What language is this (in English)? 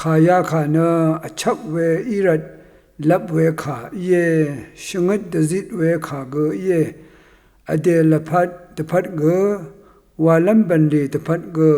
Rawang